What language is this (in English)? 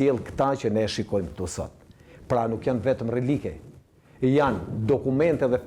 Albanian